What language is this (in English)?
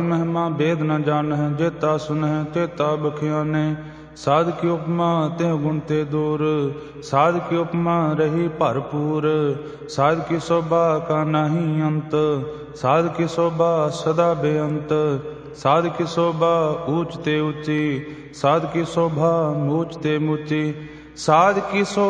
Punjabi